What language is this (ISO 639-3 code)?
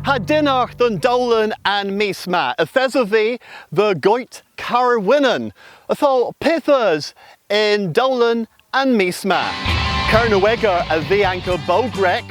cor